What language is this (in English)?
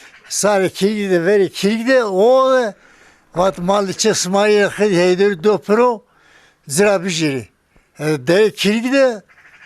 Zaza